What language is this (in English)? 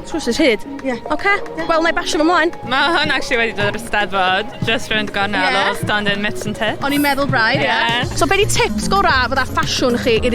Welsh